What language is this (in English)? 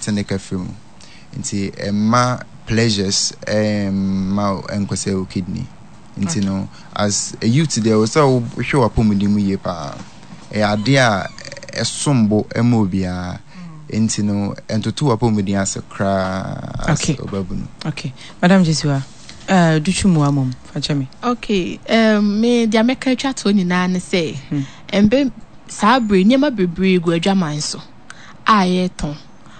Akan